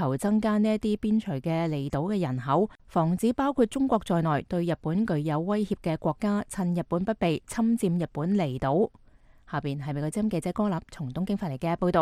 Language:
Cantonese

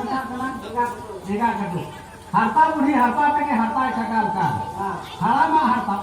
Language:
Santali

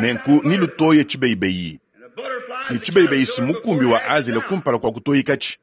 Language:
Luba-Lulua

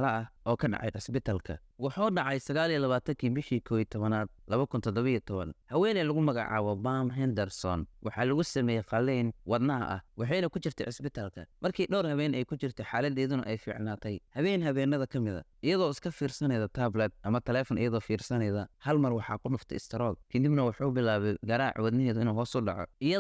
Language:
Somali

